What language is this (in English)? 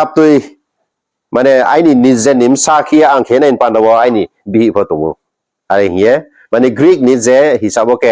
Riang (India)